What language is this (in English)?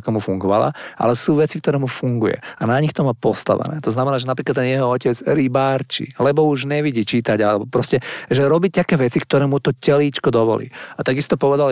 Slovak